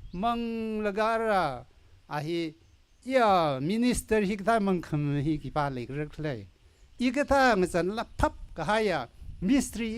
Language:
Tangkhul Naga (India)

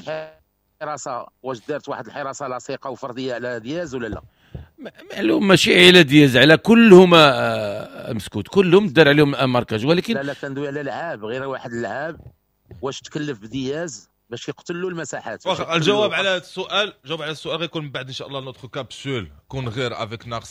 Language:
Moroccan Arabic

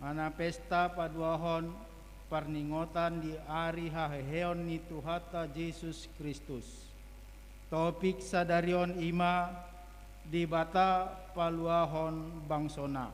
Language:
Batak Toba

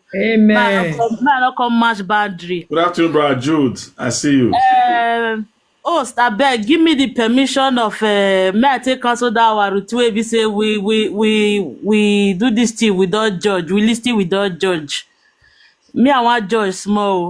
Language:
Nigerian Pidgin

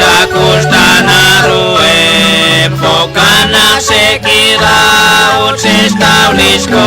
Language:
Kekchí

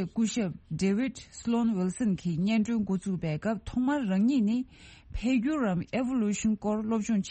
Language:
Tibetan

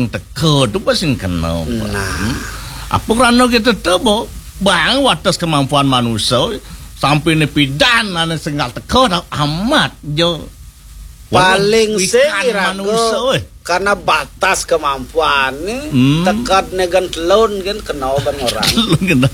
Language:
Balinese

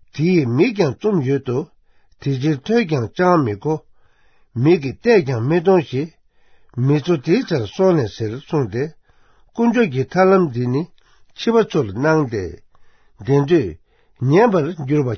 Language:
Tibetan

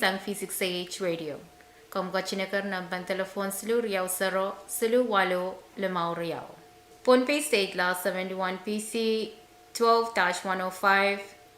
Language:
Pohnpeian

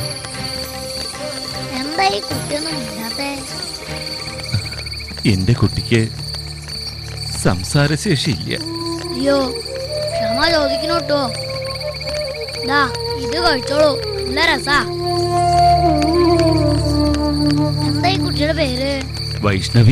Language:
Malayalam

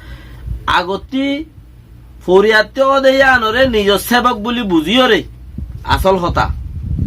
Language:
Rohingya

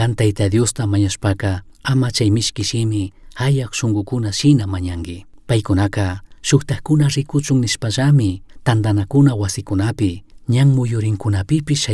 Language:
Chimborazo Highland Quichua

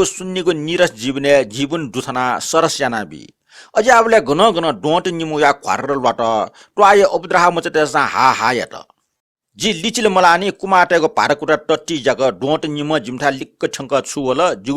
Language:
Newari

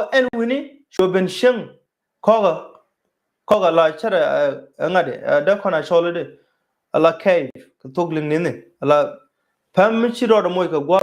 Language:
Nuer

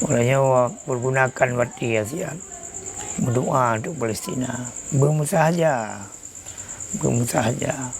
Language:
Achinese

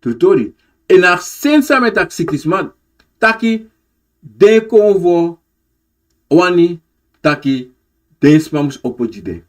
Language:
Sranan Tongo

